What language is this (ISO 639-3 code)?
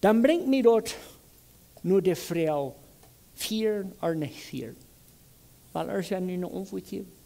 pdt